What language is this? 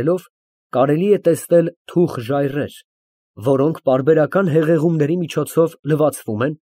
Armenian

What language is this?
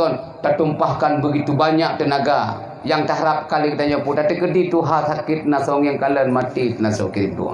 Achinese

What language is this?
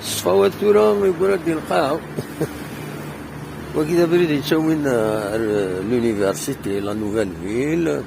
Kabyle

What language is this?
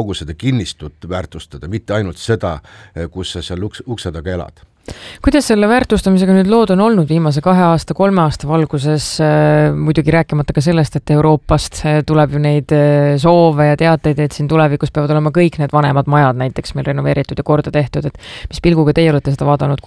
Estonian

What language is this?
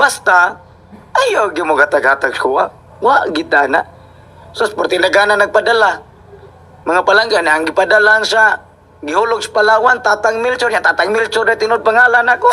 Cebuano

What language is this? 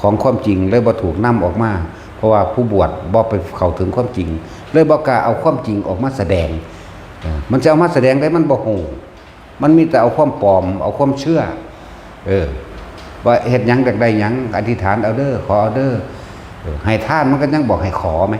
Northeastern Thai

